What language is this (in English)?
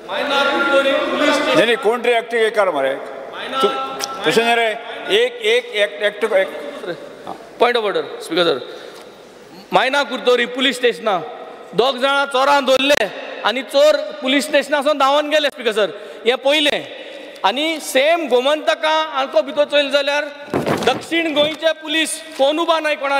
Konkani